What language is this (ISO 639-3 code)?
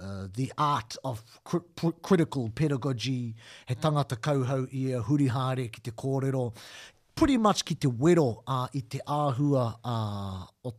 mri